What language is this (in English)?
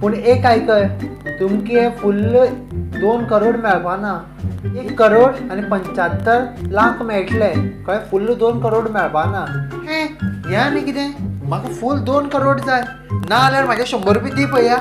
Konkani